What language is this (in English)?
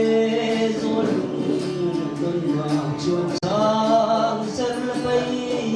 Hakha Chin